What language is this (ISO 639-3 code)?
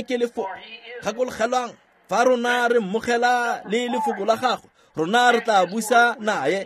tsn